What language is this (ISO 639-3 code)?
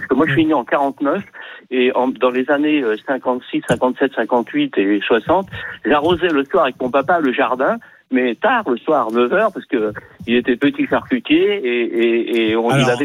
fra